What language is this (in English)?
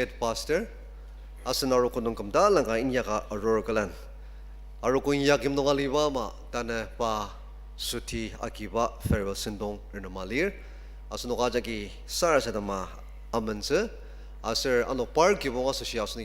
Ao Naga